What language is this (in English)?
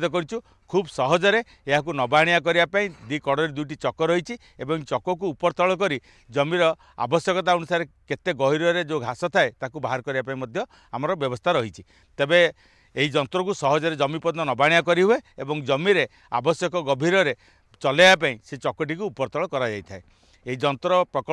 Odia